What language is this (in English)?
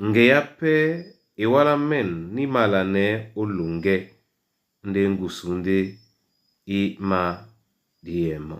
Duala